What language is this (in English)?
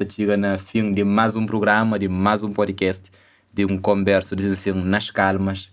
Kabuverdianu